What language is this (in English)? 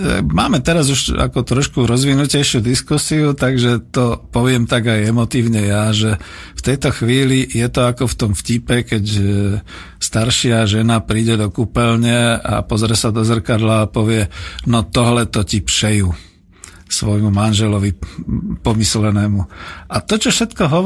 Slovak